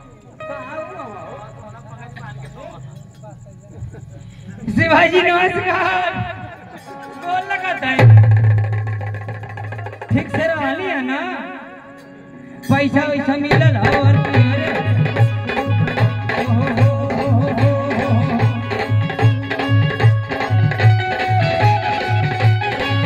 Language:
Bhojpuri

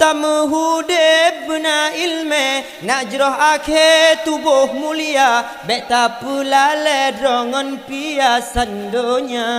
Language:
Achinese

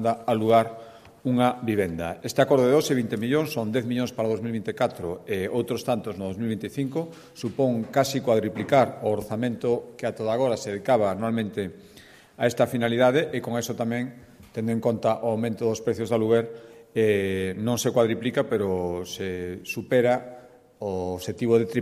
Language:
Galician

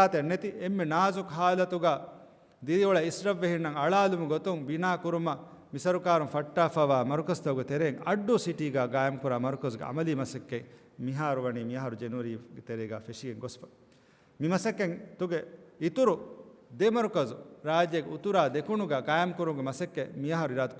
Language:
Divehi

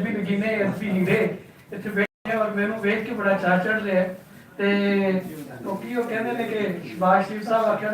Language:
Western Panjabi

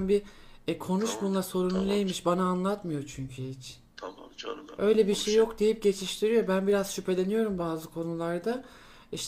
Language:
Turkish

